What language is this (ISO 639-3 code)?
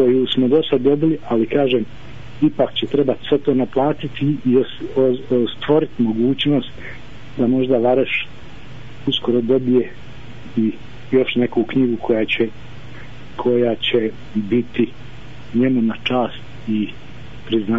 bos